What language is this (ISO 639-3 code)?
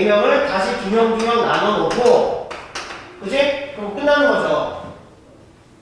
kor